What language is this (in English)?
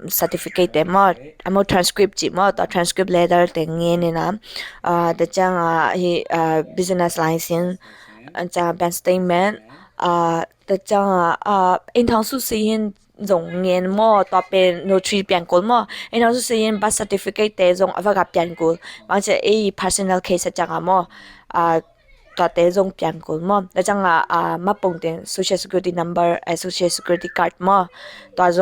Tedim Chin